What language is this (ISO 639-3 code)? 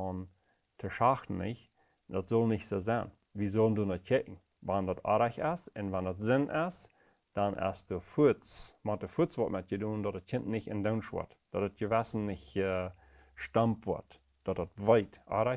pdt